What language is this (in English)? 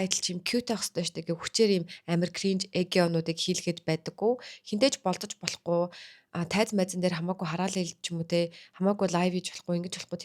Mongolian